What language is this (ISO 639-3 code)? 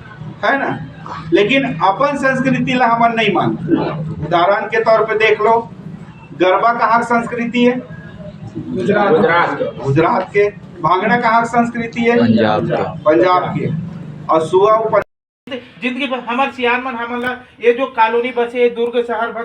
hne